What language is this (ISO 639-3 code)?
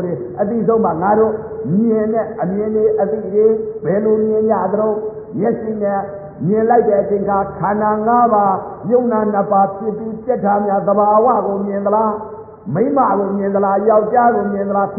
mya